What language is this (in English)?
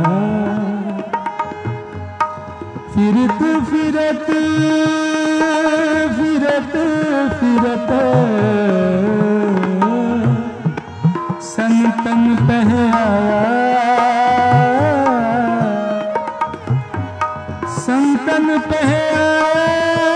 Hindi